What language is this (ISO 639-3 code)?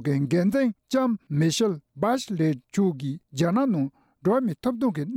bod